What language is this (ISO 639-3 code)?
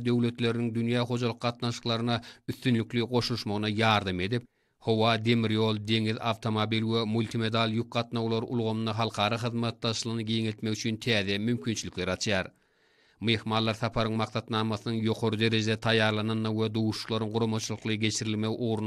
tuk